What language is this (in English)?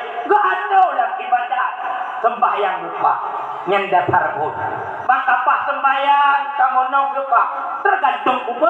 Achinese